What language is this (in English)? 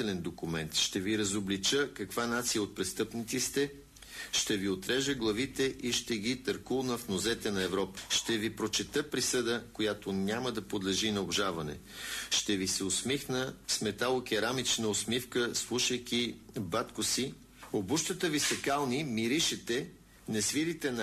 Bulgarian